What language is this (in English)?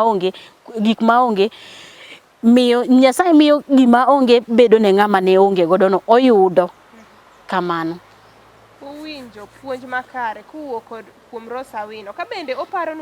Luo (Kenya and Tanzania)